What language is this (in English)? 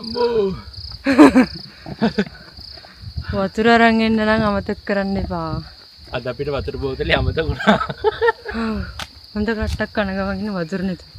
Sinhala